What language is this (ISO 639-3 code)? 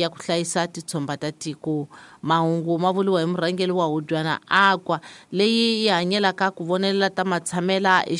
tso